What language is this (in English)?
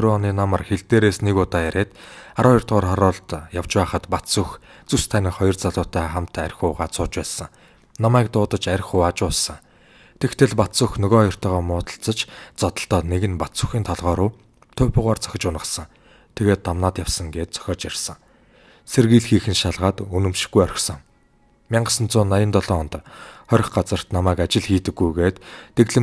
Mongolian